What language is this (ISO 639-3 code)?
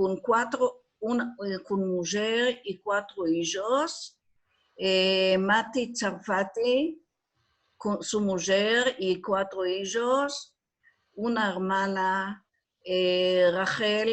lad